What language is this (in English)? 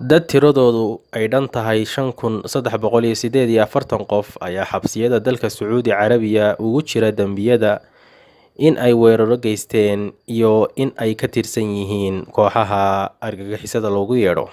Somali